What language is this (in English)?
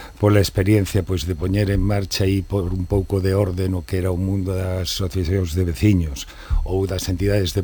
Galician